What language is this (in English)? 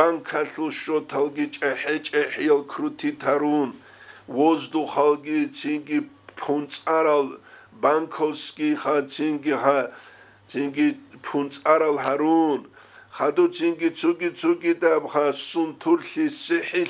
Avaric